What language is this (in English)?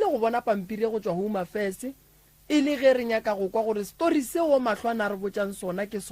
Northern Sotho